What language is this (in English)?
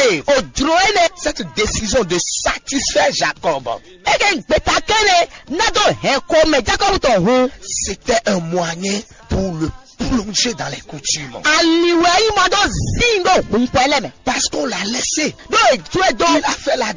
Fon